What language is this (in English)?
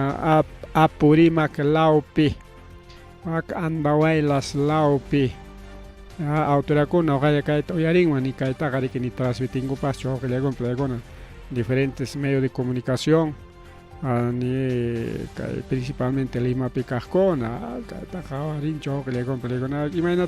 Ayacucho Quechua